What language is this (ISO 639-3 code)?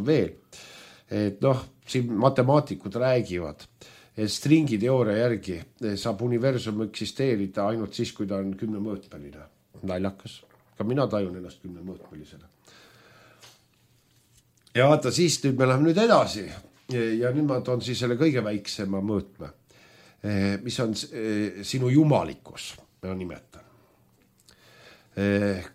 est